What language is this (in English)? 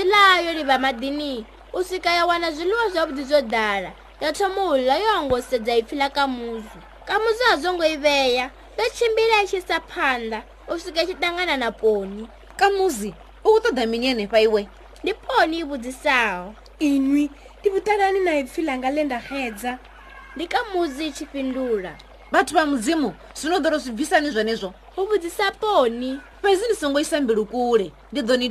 Venda